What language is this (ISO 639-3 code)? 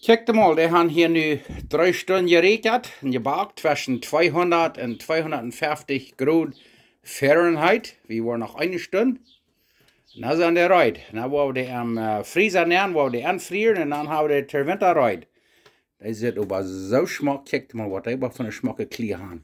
pdt